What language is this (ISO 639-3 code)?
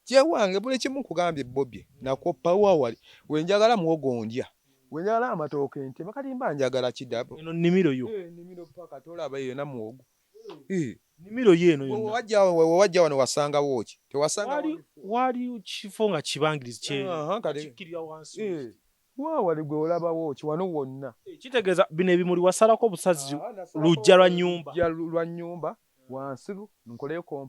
lug